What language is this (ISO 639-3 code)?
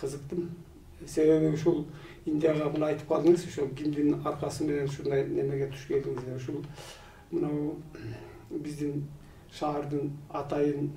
kir